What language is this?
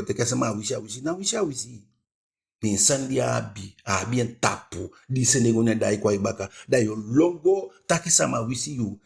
Eastern Maroon Creole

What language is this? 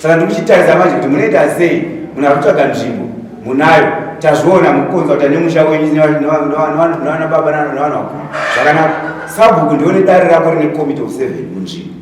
Shona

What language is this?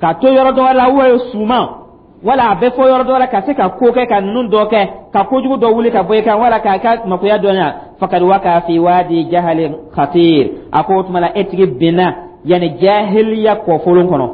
Dyula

